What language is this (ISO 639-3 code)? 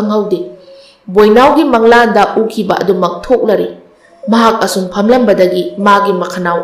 mni